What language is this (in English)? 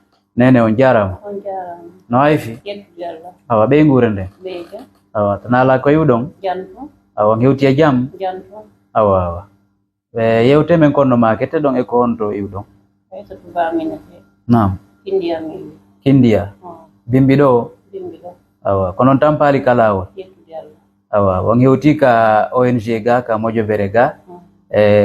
Fula